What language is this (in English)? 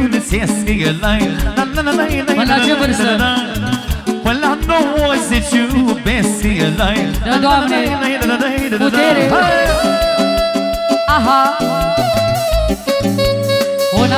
Romanian